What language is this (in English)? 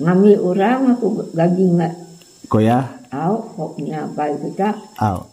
Iban